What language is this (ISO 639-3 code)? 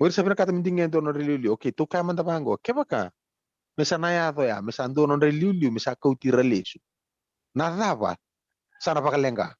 fij